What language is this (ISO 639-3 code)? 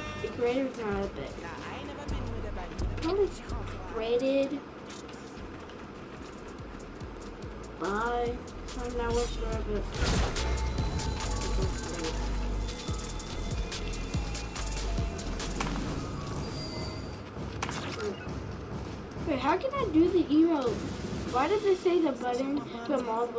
eng